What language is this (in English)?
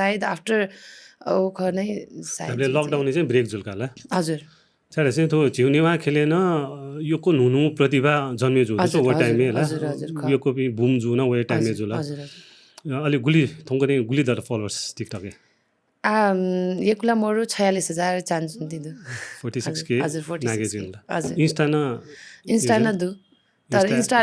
Newari